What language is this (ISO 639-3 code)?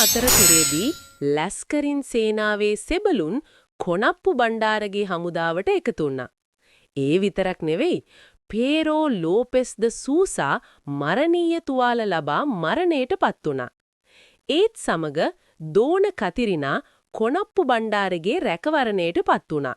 sin